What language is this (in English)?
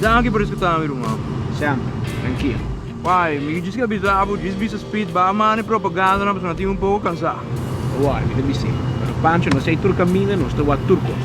Papiamento